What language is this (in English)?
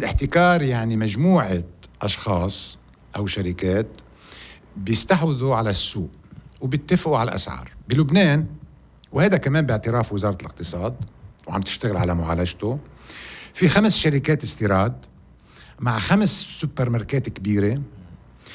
North Levantine Arabic